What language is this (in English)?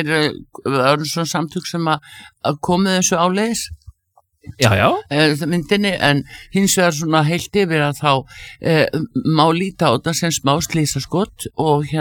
Icelandic